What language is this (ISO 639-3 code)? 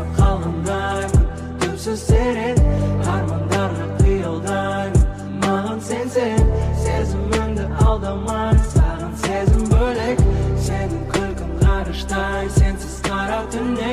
kaz